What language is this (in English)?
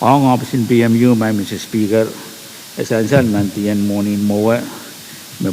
Pohnpeian